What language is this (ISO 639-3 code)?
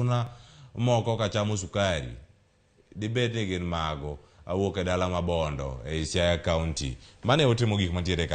luo